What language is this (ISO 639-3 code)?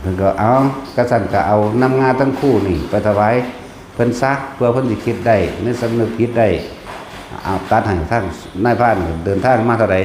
tts